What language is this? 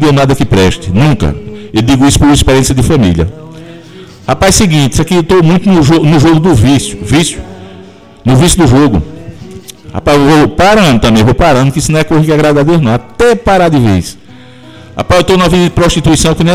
Portuguese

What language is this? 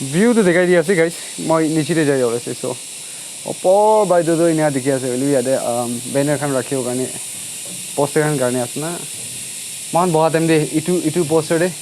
Naga Pidgin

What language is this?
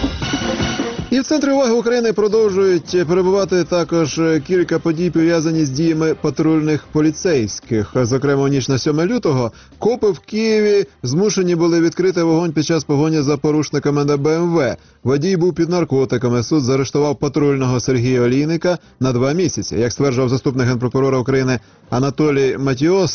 Ukrainian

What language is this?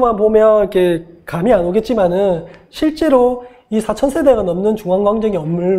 Korean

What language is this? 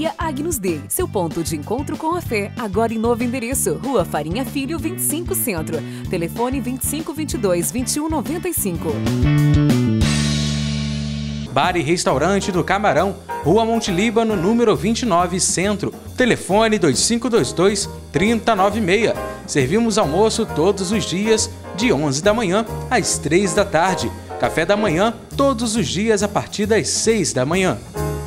Portuguese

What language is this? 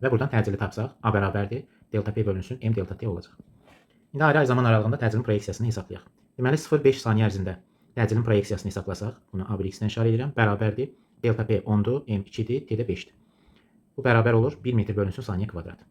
Azerbaijani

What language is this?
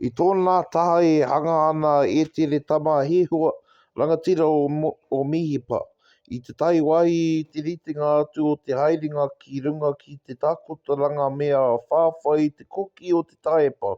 Māori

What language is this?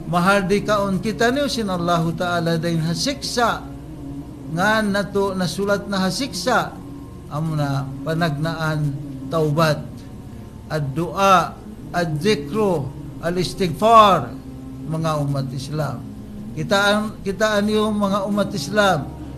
Tausug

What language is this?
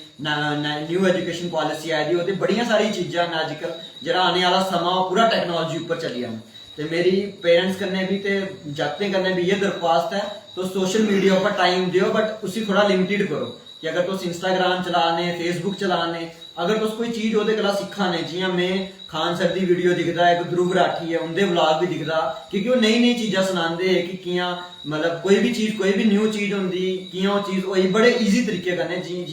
Dogri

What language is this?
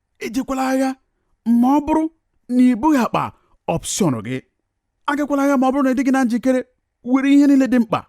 Igbo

